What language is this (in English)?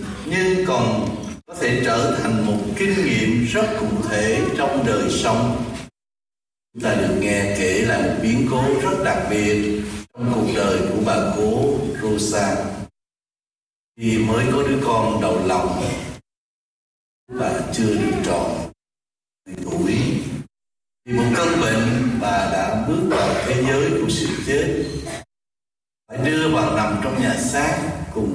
Vietnamese